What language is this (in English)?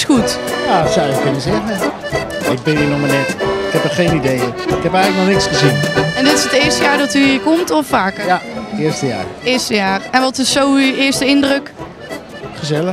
Dutch